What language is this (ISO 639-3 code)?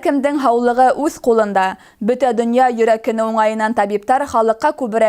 bak